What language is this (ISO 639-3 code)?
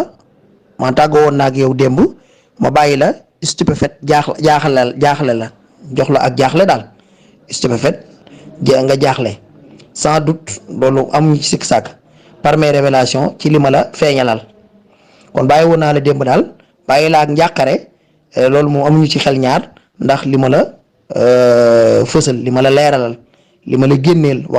wol